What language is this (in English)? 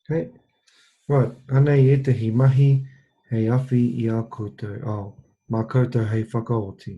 Māori